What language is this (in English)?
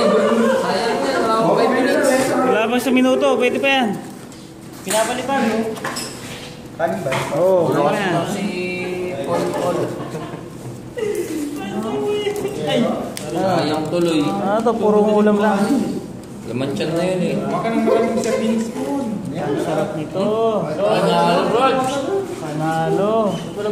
Filipino